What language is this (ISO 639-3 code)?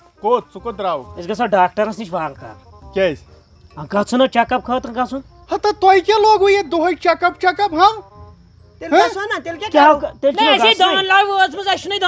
kas